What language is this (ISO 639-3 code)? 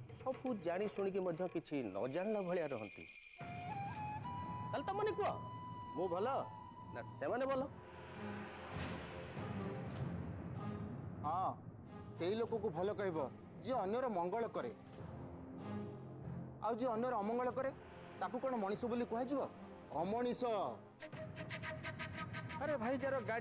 ori